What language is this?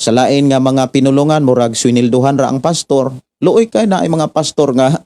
Cebuano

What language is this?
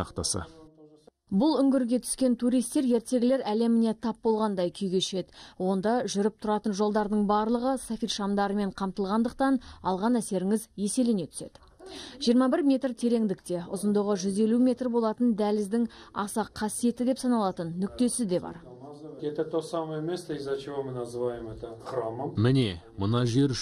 Kazakh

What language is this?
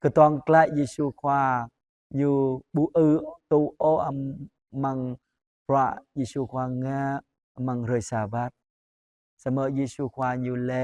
Jarai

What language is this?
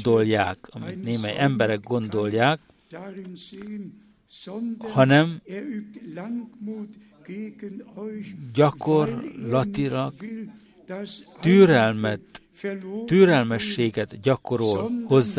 Hungarian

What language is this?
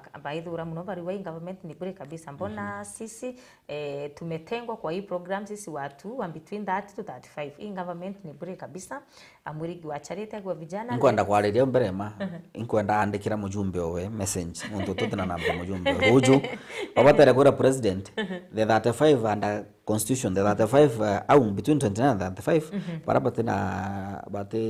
Meru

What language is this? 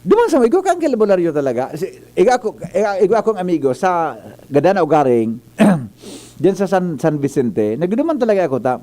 Bikol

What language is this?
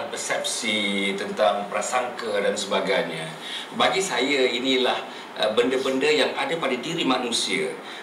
Malay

